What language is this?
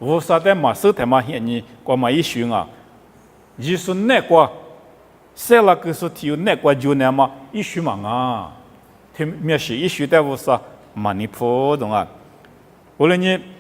Lisu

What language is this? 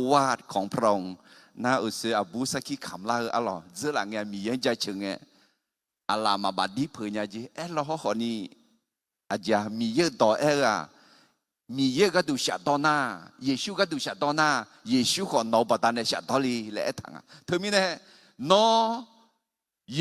Akha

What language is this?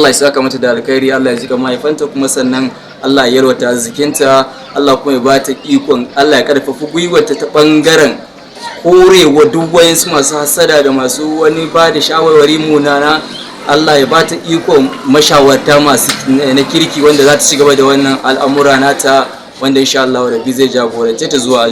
Hausa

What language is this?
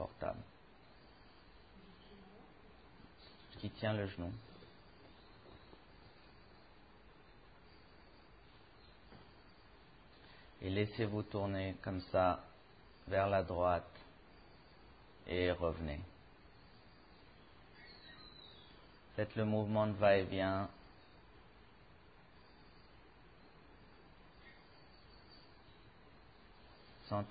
French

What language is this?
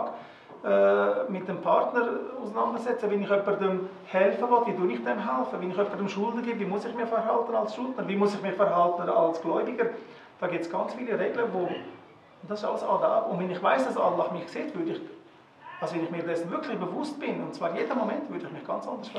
Swiss German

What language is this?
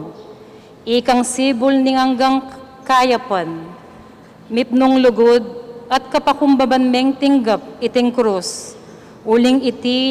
Pampanga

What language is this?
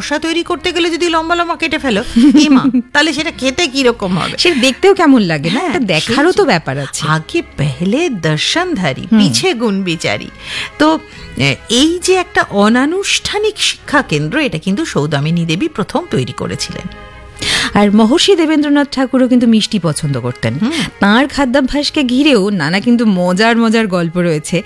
Bangla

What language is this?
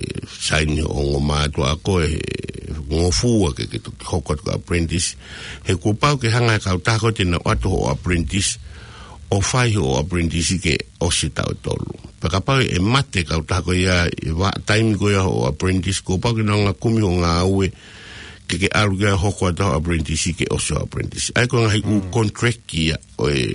Tongan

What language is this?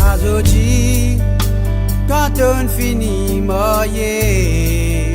Morisyen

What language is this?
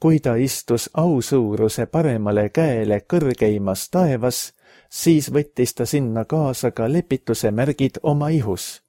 Estonian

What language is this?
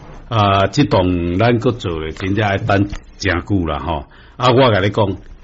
Min Nan Chinese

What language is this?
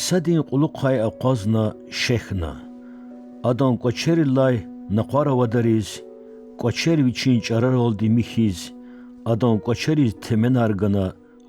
Lezghian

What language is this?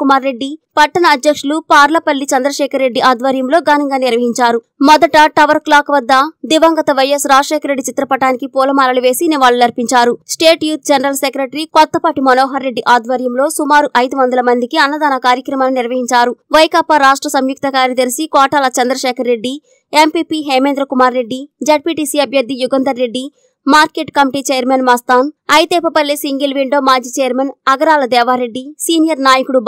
Telugu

